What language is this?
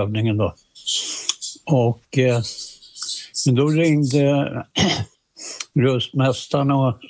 Swedish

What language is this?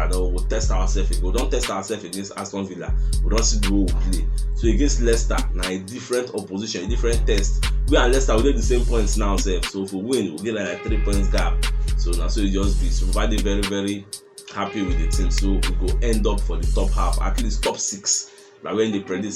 Nigerian Pidgin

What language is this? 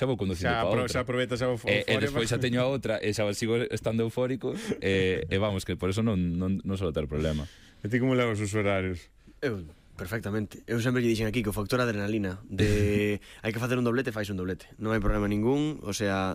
Galician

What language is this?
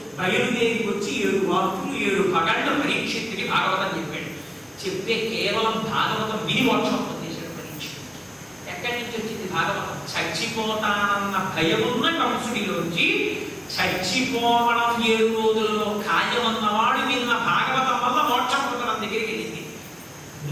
Telugu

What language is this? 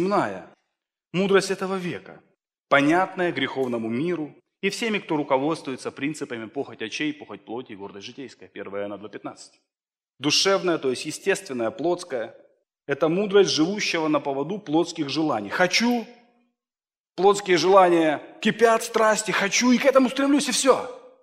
Russian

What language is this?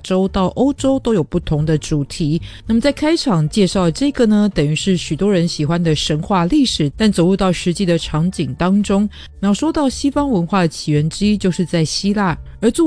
Chinese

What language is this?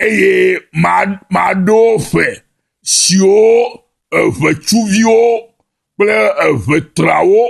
Ewe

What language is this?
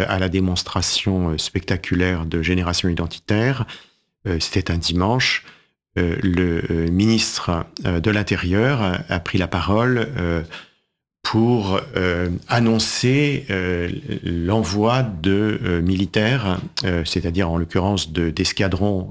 French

